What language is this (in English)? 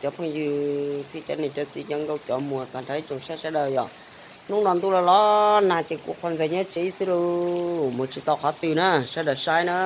Hmong